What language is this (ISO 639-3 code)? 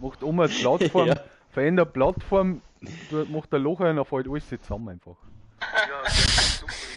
bar